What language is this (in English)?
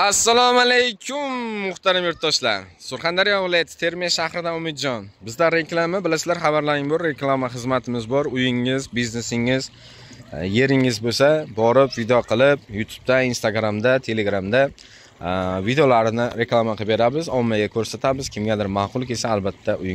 Uzbek